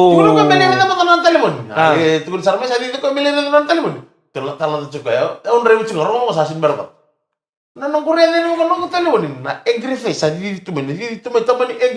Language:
Fijian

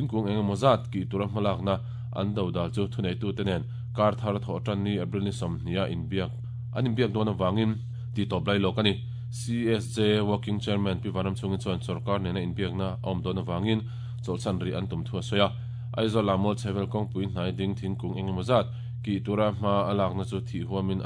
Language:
Mizo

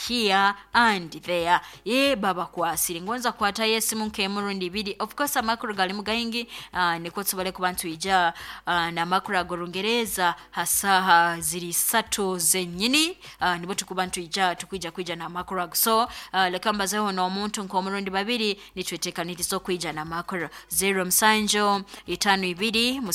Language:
Nyoro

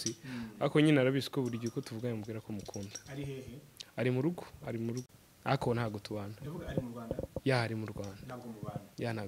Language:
Kinyarwanda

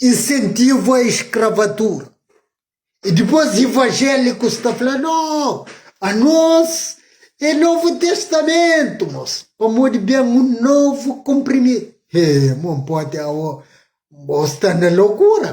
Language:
Kabuverdianu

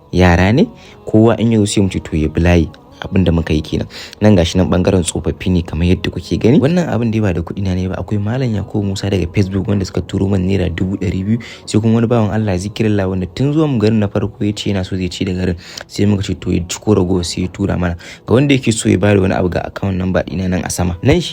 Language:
Hausa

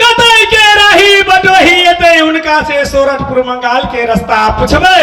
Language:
Maithili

